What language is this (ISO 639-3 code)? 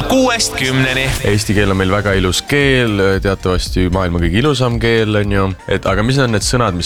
est